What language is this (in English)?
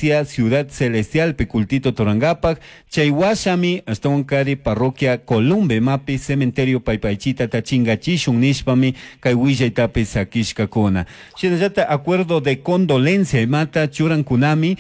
Chimborazo Highland Quichua